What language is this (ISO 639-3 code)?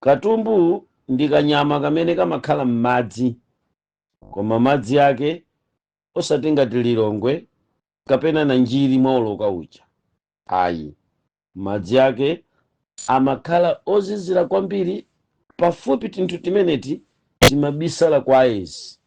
nya